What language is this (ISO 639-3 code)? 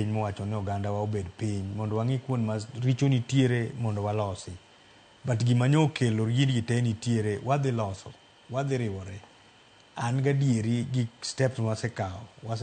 luo